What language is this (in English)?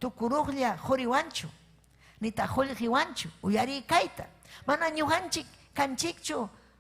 Ayacucho Quechua